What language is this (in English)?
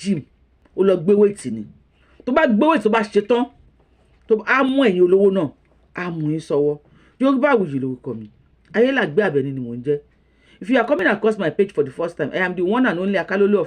Yoruba